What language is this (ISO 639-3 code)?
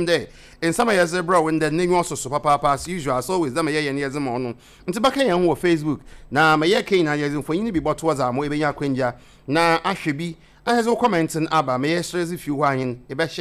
aka